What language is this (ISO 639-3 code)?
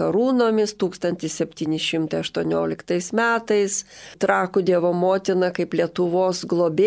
lit